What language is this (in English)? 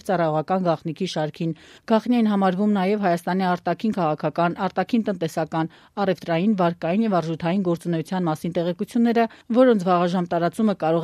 Armenian